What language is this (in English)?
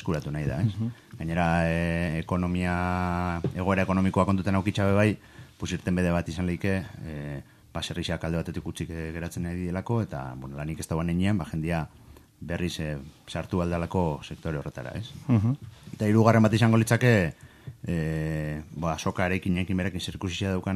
Basque